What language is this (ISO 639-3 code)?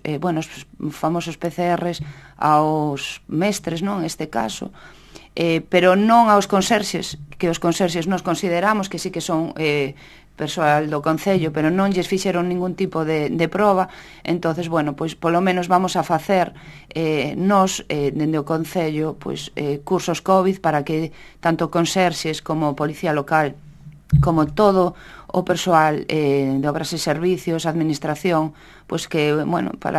glg